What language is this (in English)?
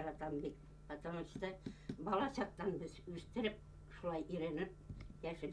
Bashkir